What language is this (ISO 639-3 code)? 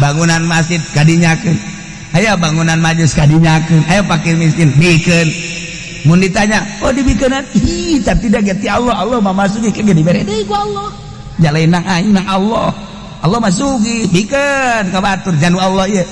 sun